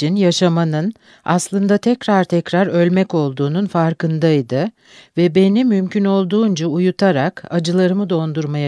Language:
Turkish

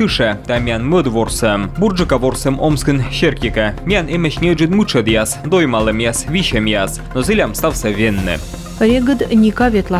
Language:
Komi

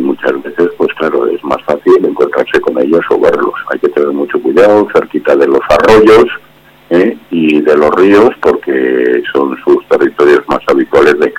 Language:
Spanish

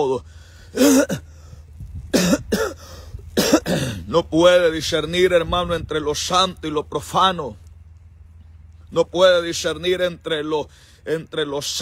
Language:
Spanish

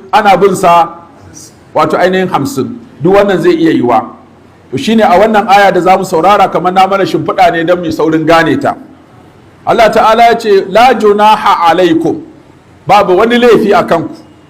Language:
Hausa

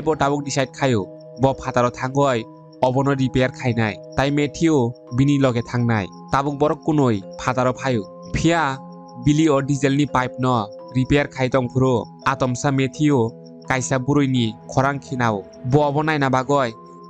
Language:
Kok Borok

